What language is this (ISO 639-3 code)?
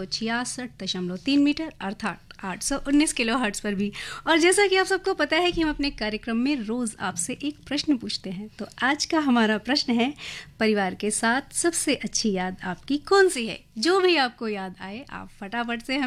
hin